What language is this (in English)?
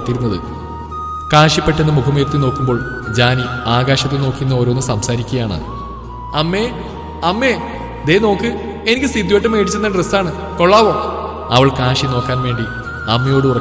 Malayalam